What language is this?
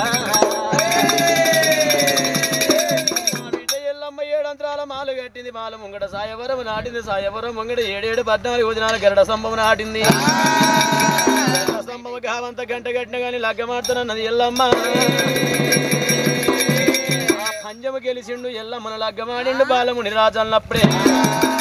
Telugu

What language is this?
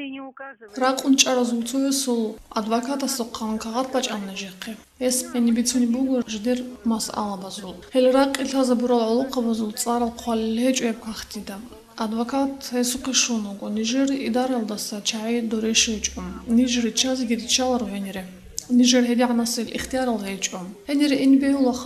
Avaric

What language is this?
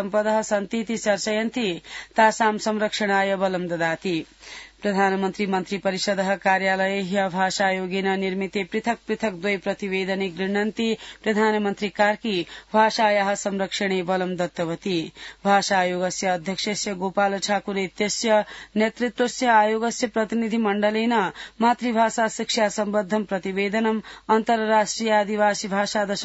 Sanskrit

